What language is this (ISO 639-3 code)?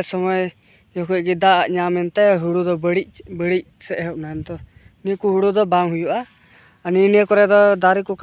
sat